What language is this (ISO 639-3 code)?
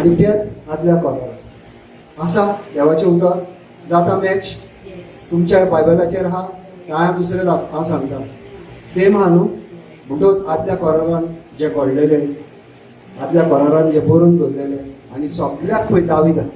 kok